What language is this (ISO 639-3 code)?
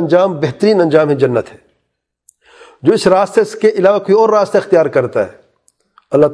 urd